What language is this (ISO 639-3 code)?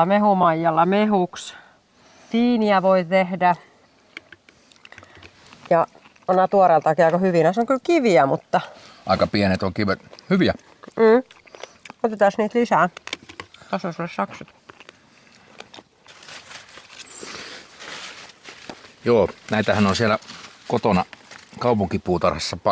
fin